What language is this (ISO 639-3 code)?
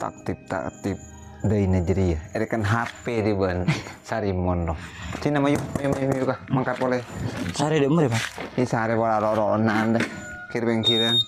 mad